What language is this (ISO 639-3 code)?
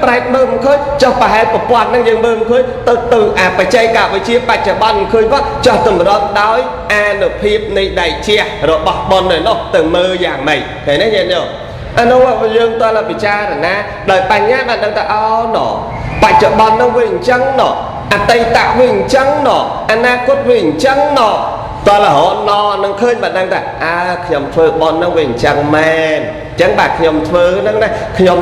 khm